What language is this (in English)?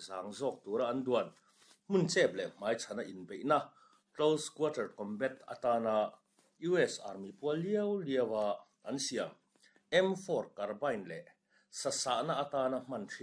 Mizo